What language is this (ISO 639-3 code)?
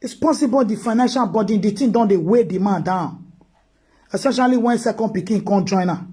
pcm